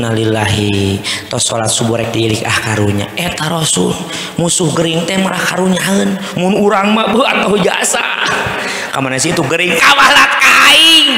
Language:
Sundanese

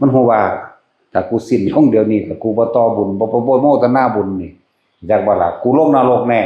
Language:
Northeastern Thai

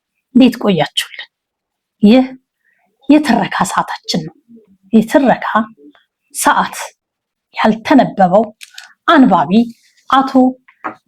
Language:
Amharic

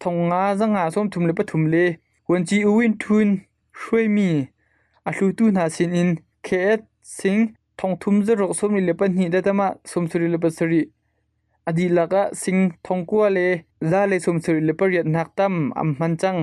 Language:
Hakha Chin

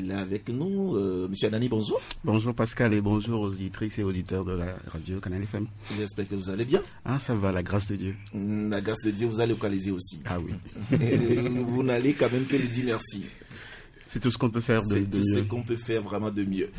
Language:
French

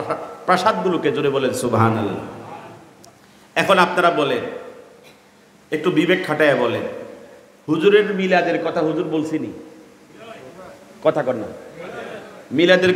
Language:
Bangla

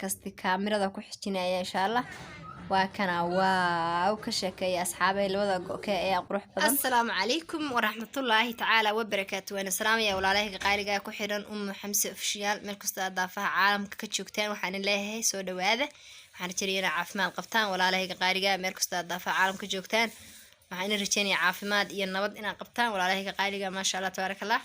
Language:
Somali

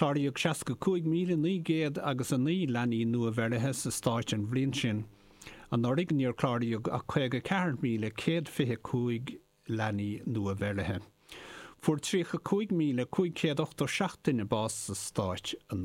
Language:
Irish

